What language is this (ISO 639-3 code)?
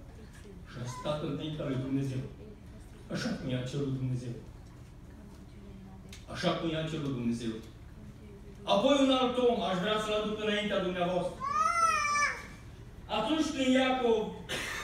ron